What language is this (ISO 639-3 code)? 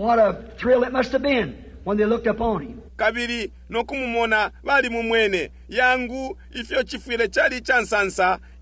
bem